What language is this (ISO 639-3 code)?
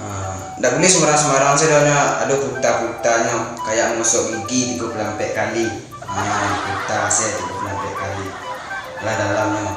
min